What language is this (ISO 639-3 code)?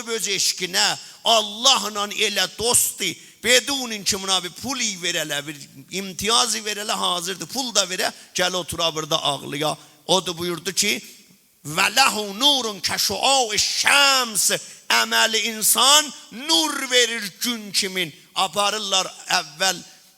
azb